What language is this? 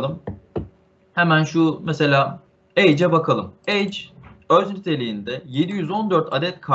Turkish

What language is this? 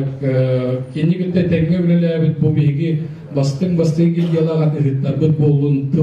Yakut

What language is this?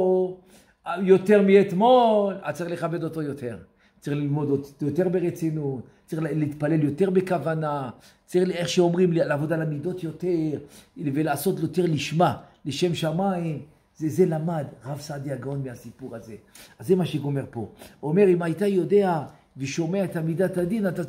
Hebrew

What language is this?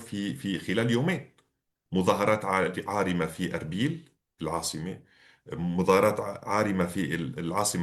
North Levantine Arabic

